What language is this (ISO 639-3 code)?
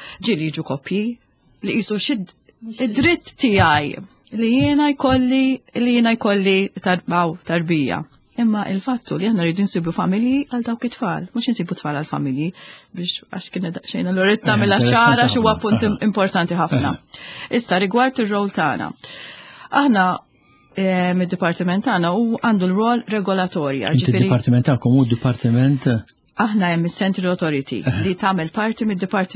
mlt